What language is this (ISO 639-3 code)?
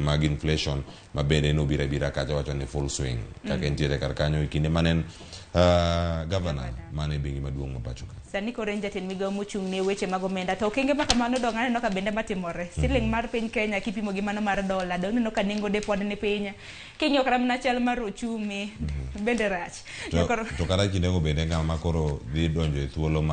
luo